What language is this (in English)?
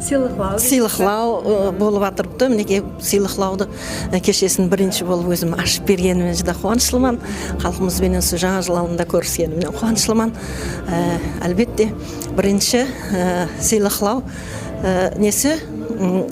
Kara-Kalpak